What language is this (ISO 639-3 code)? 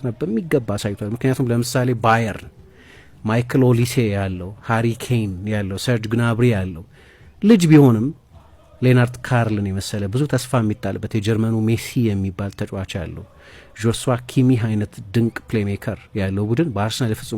amh